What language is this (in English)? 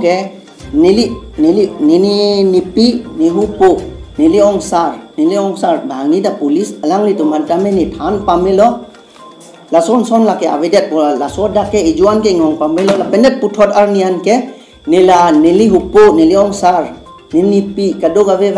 Karbi